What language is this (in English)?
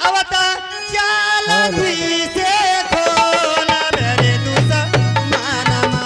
Angika